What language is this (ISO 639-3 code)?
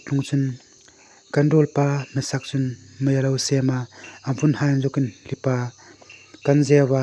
hmr